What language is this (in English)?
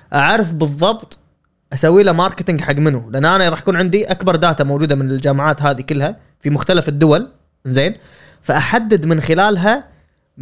Gulf Arabic